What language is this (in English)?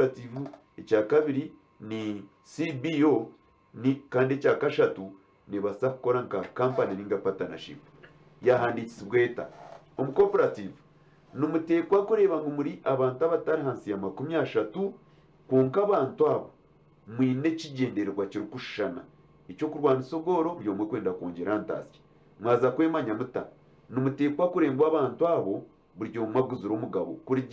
Nyankole